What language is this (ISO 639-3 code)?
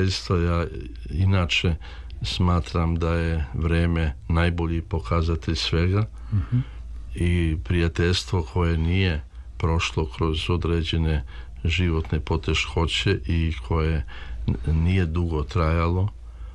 srp